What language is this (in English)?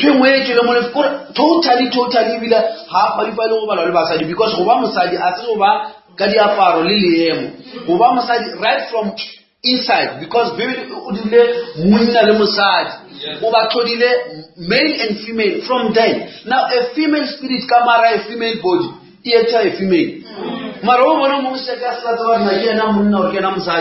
Northern Sotho